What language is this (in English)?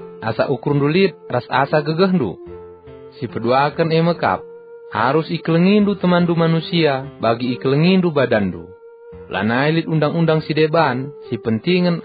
Batak Karo